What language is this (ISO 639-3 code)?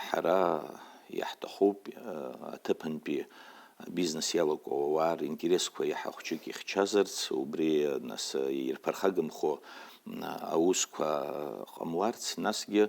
abk